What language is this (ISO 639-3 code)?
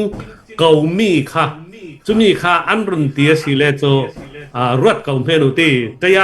cfm